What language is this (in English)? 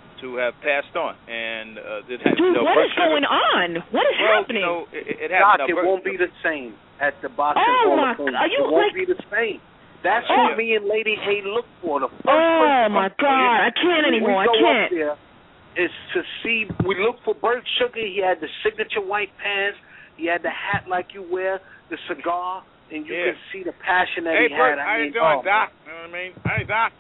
English